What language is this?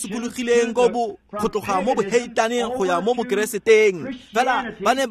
Tswana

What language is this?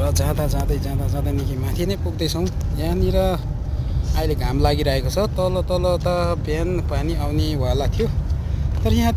Nepali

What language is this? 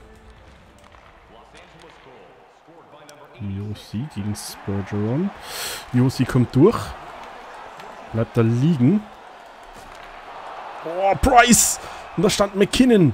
German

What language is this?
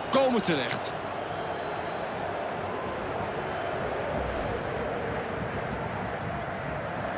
Dutch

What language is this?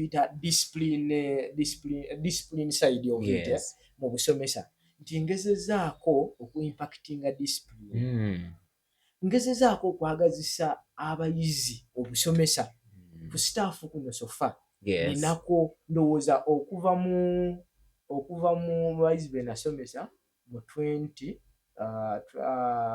Ganda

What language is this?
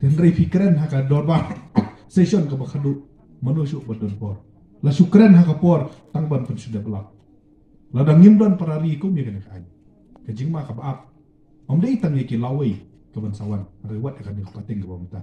Khasi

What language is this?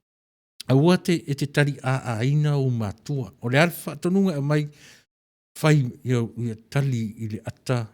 Samoan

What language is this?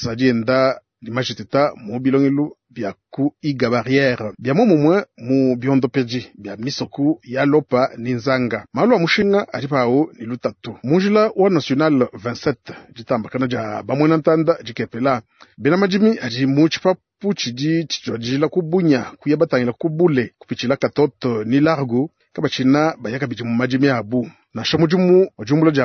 Luba-Lulua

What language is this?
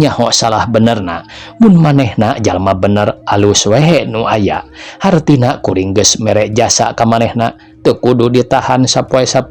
Sundanese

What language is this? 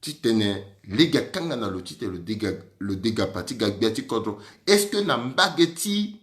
Sango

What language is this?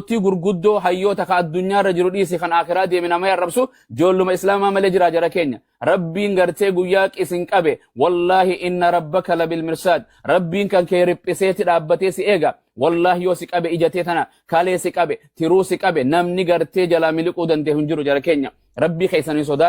Oromo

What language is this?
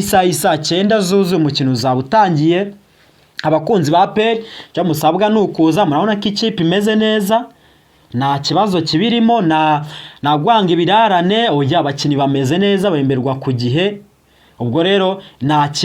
Kinyarwanda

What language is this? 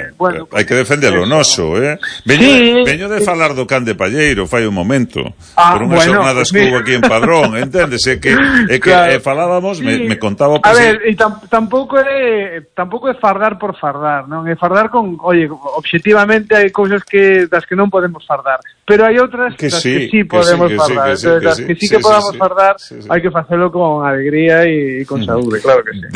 Galician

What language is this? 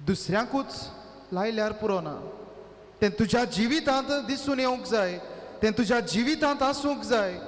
Konkani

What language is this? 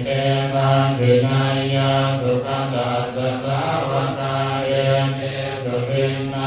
Pali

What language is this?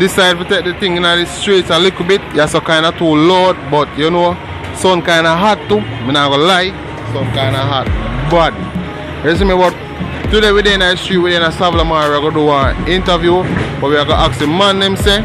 Jamaican Creole English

